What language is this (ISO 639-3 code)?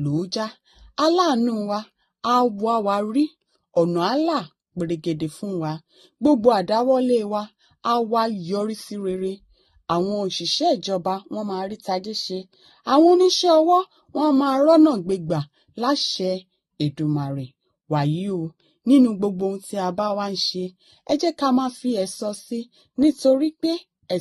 yor